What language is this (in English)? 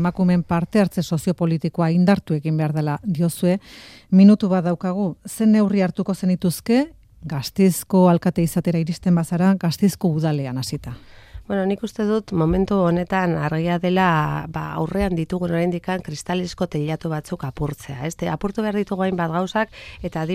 Basque